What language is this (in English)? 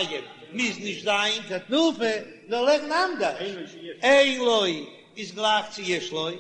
Yiddish